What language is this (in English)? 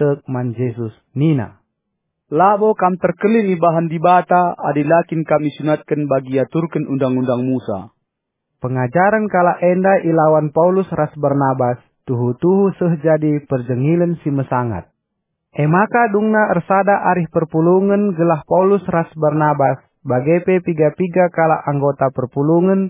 Batak Karo